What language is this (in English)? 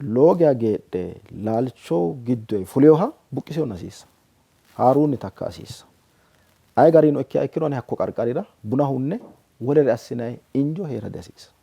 Sidamo